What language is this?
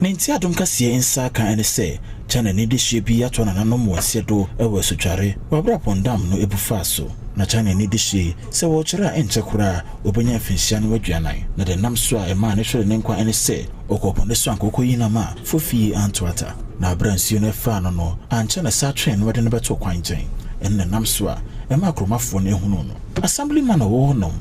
Akan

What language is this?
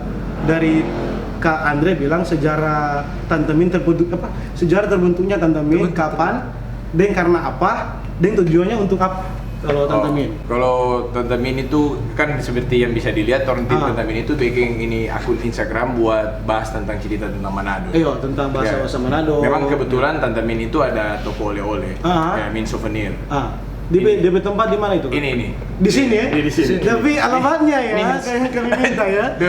Manado Malay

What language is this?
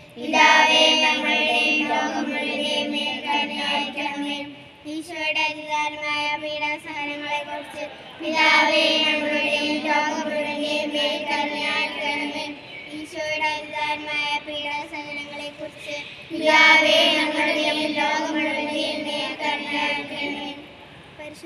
Malayalam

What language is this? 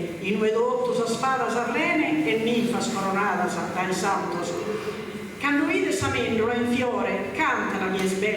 Sardinian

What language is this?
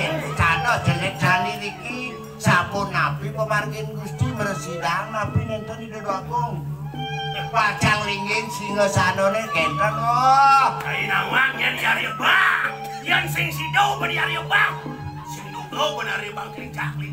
Balinese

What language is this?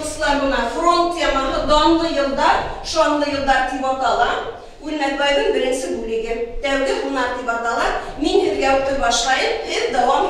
Bashkir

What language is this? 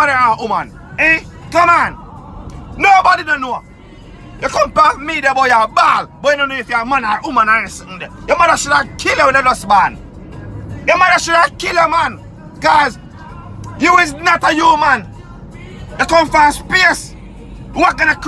Jamaican Creole English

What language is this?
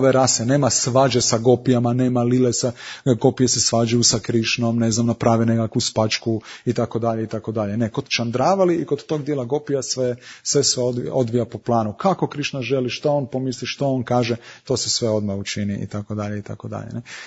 Croatian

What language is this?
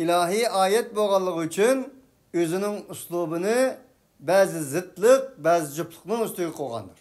Uyghur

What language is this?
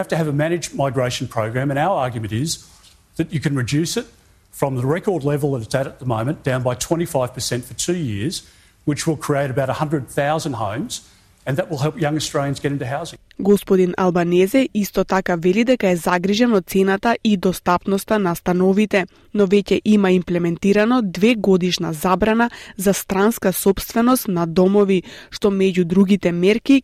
Macedonian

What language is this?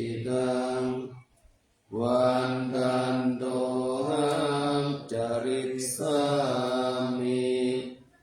Pali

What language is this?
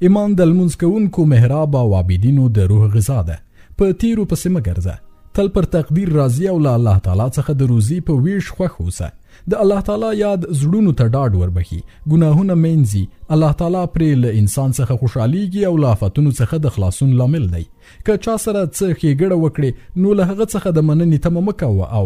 Pashto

